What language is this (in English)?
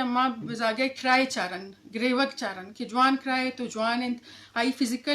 Eastern Balochi